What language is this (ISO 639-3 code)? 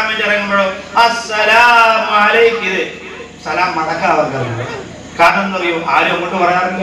mal